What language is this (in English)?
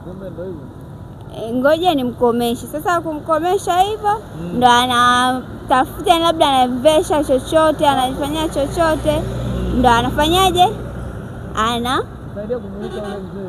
Swahili